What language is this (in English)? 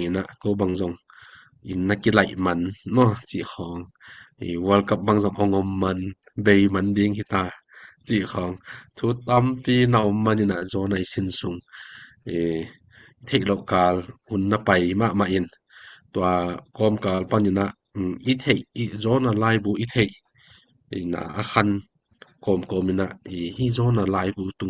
Tedim Chin